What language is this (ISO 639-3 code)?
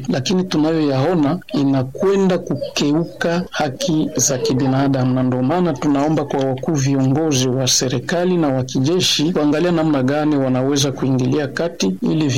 swa